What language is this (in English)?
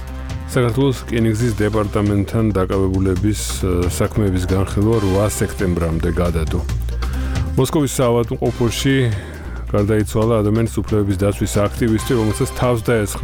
Georgian